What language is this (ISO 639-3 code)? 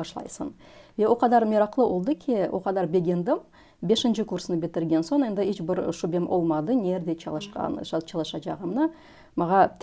crh